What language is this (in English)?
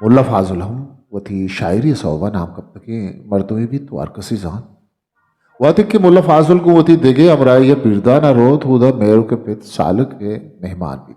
Eastern Balochi